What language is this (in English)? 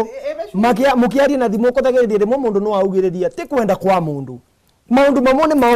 Meru